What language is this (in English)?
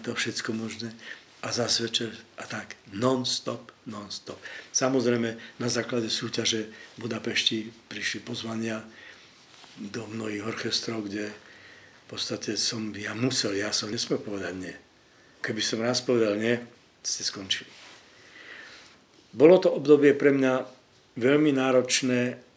Slovak